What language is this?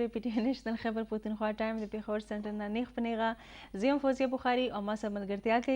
Pashto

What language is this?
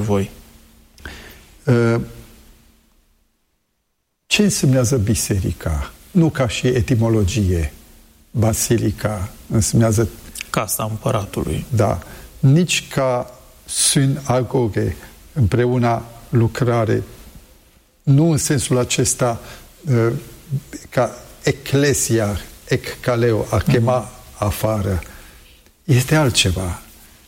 Romanian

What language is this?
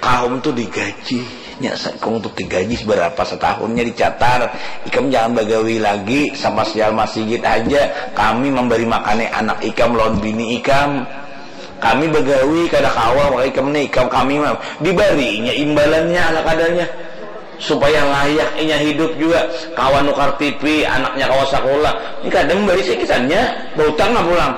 Banjar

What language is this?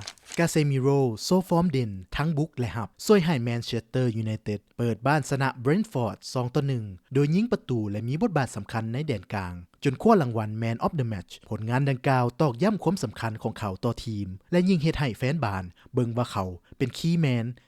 Lao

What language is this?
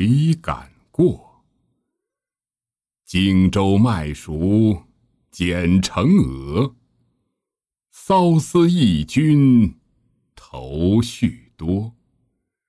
Chinese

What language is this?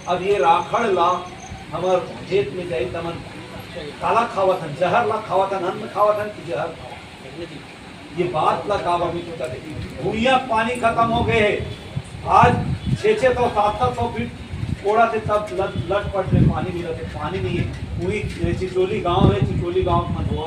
Chhattisgarhi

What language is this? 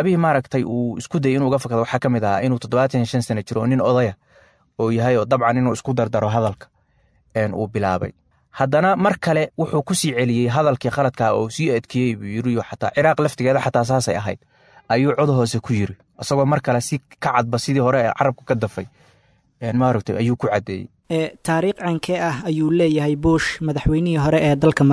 Somali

